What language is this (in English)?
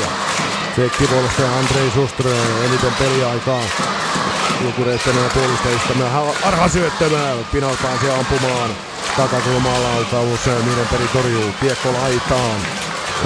Finnish